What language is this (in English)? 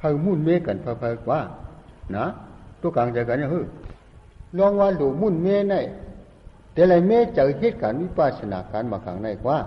Shan